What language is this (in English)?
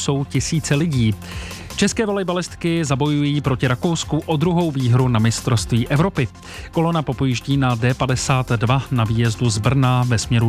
Czech